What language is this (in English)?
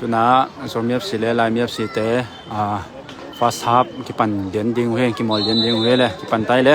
Tedim Chin